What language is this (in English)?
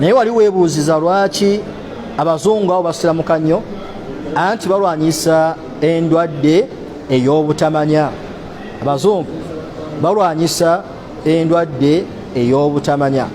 Ganda